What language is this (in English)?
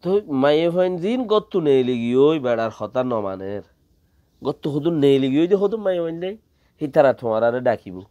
Rohingya